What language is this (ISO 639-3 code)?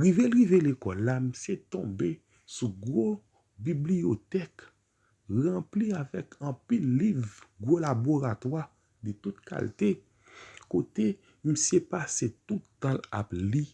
hat